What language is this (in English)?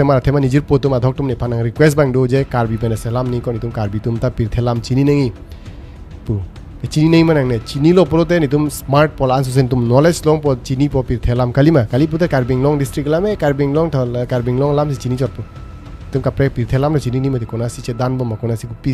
Karbi